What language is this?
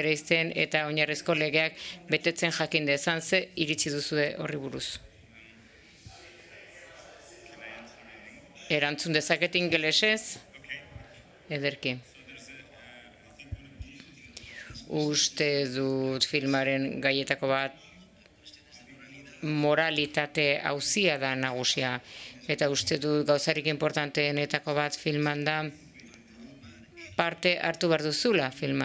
Basque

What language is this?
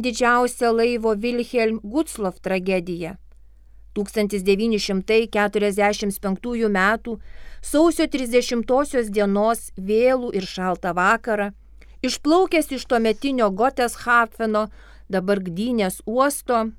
Lithuanian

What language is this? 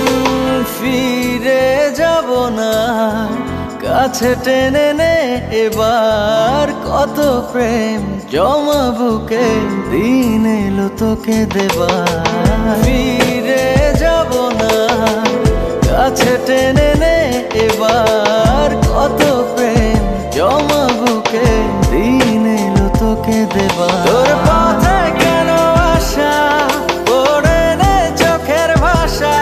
Bangla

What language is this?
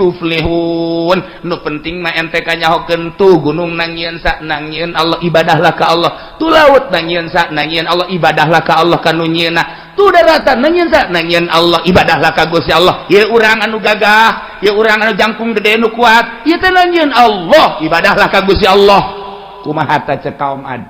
Sundanese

